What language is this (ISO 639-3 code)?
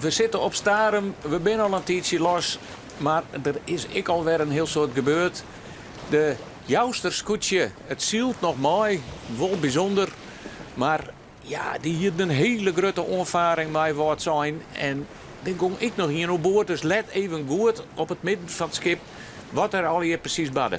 fry